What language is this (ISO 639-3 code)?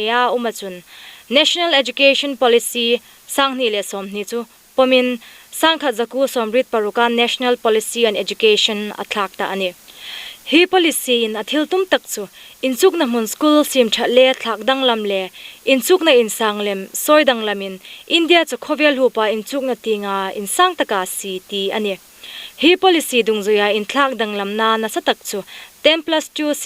hmr